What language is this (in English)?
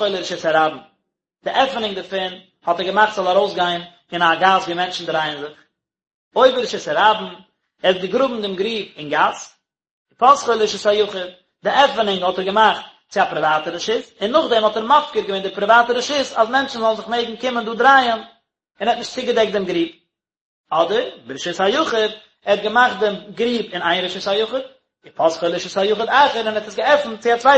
Yiddish